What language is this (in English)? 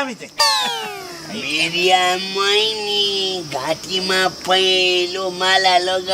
Nepali